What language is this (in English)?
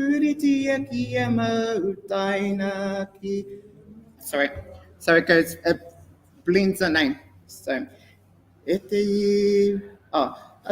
Māori